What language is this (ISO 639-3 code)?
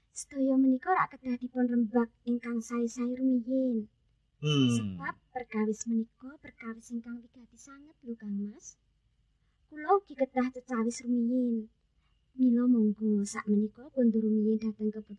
jav